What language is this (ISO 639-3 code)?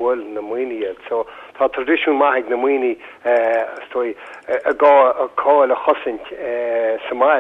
gle